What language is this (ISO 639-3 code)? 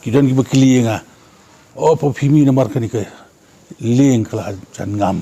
kha